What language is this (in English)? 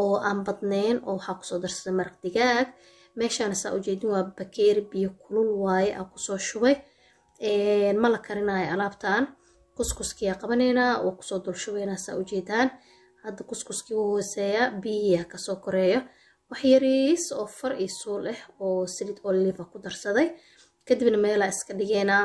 Somali